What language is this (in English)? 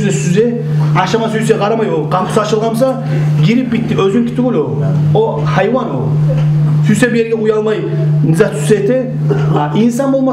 Kumyk